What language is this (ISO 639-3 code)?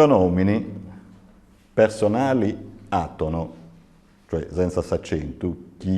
srd